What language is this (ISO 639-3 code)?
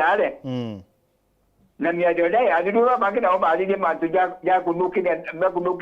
mer